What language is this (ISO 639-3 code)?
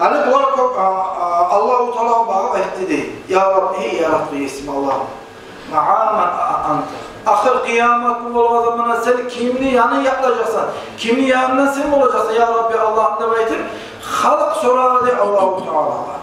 kum